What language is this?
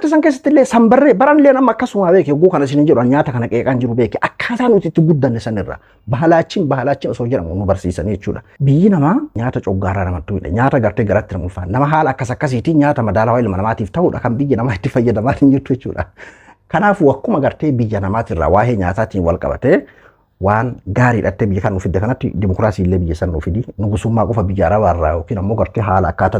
Oromo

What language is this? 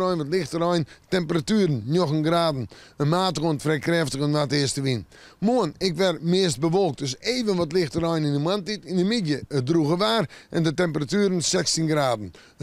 Western Frisian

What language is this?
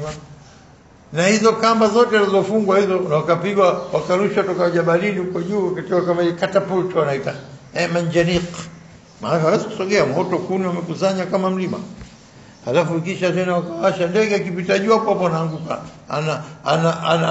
Swahili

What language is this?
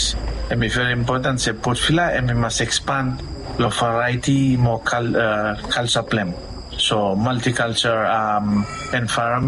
Bislama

